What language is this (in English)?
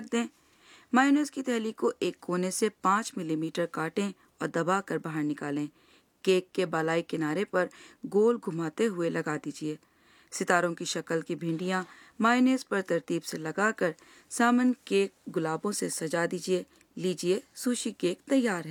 Urdu